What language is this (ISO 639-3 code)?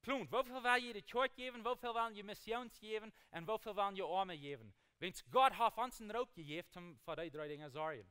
pdt